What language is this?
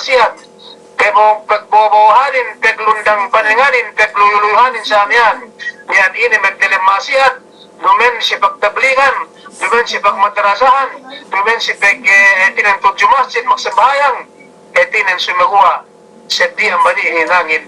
Yakan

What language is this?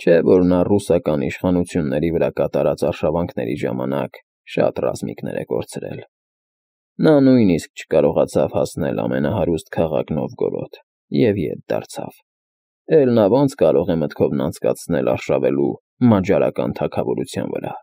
Armenian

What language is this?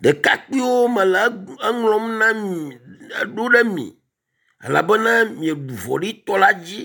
Ewe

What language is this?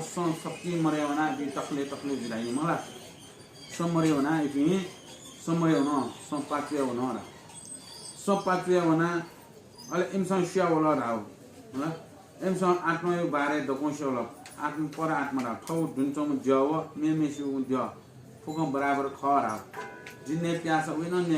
Newari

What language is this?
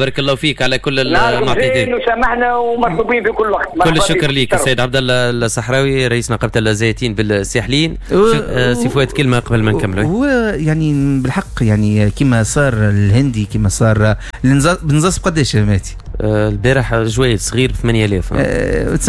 Tunisian Arabic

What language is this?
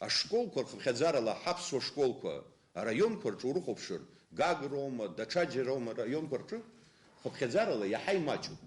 Abkhazian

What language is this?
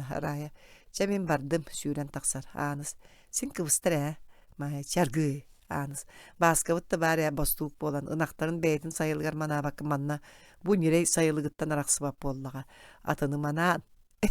Yakut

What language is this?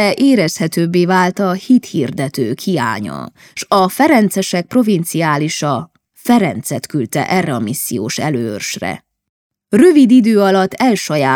Hungarian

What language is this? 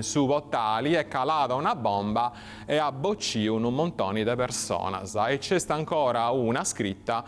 Sardinian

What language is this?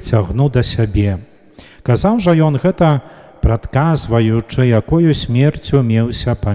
Belarusian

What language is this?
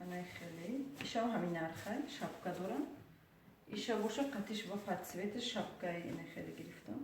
Tajik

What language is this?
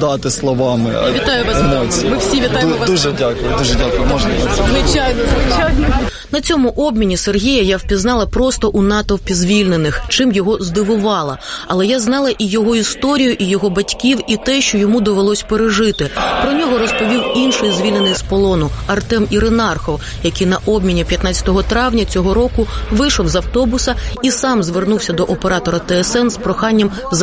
Ukrainian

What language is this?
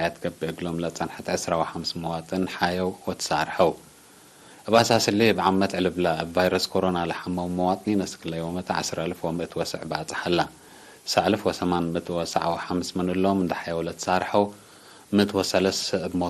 Tigre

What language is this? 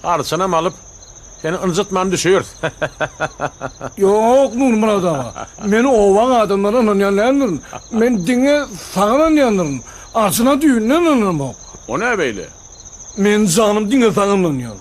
Turkmen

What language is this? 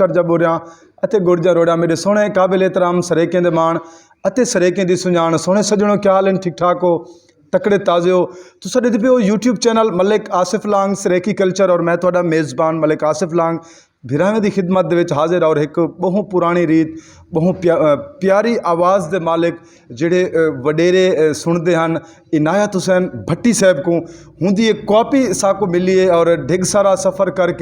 Saraiki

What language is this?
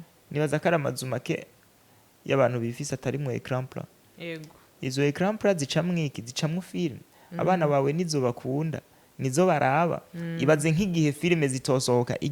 Rundi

